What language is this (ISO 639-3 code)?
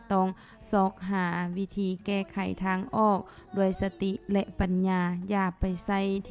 lao